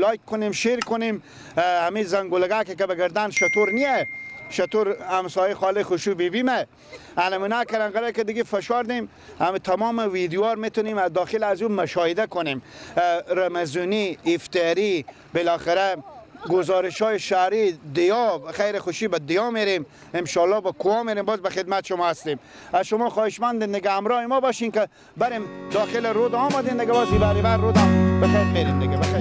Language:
Persian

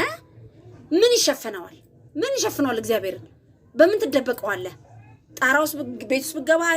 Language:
Amharic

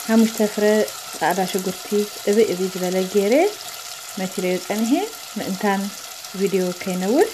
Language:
Tigrinya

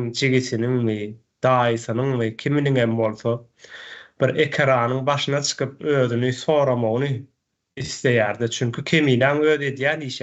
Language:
Turkmen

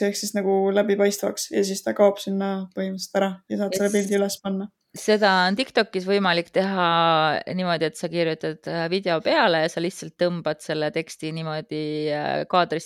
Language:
Estonian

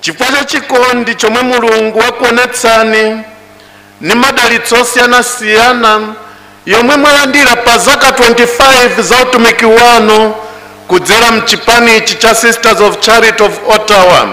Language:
Nyanja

